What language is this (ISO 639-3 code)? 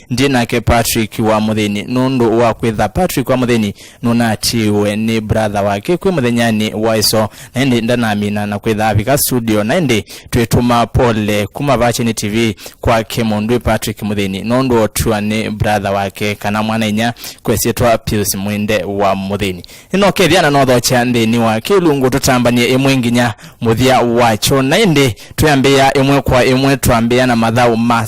kam